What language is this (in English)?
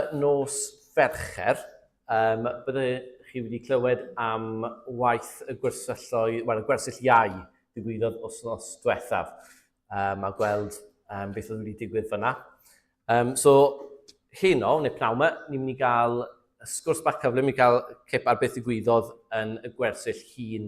Welsh